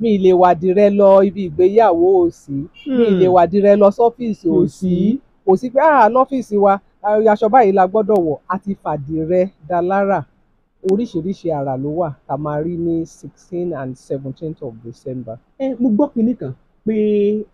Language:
Yoruba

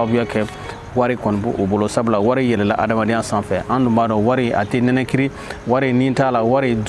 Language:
Bambara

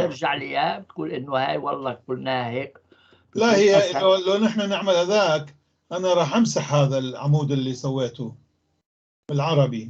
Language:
North Levantine Arabic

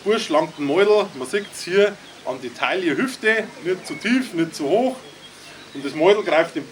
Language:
Bavarian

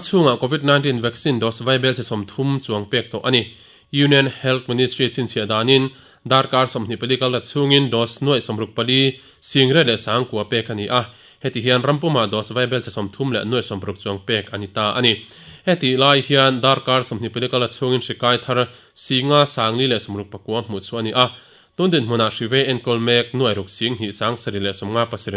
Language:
Mizo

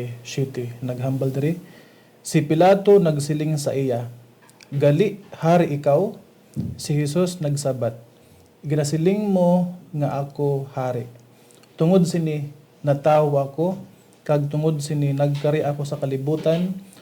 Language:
Hiligaynon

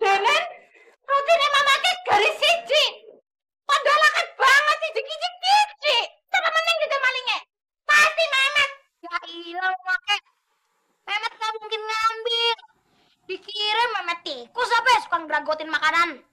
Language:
Betawi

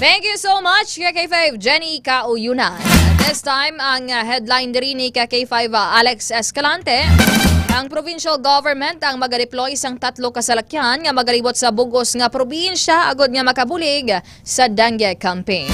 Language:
Hiligaynon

